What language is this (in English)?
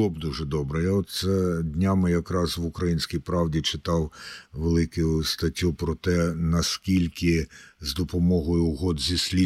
Ukrainian